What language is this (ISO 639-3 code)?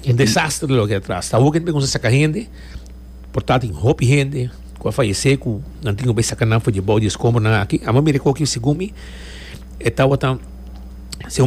pap